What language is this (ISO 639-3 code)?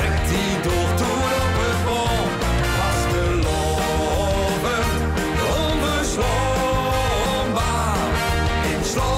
lim